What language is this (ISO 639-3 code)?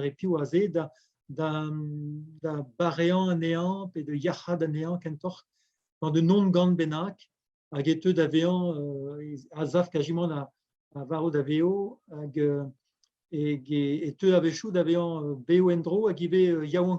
bre